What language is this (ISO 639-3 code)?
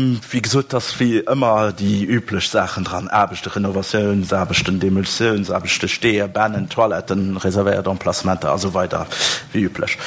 ltz